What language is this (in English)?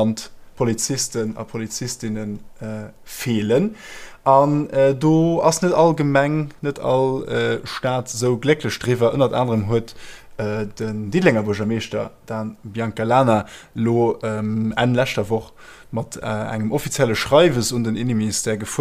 Luxembourgish